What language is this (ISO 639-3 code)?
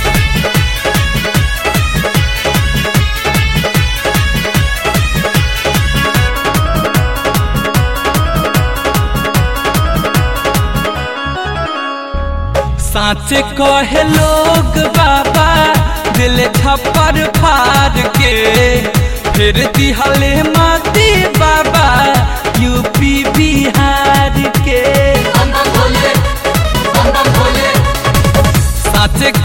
bho